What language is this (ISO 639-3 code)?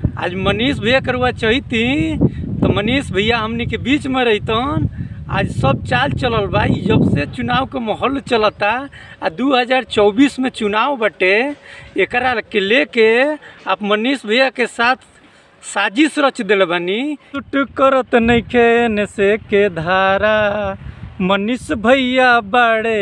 bho